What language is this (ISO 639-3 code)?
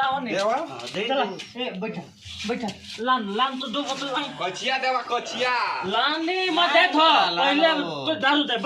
sck